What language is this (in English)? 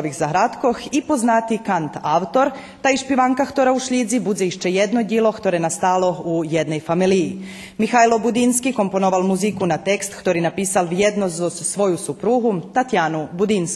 Rusyn